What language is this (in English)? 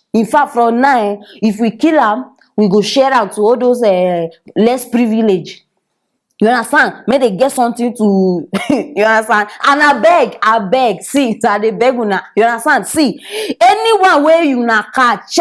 Nigerian Pidgin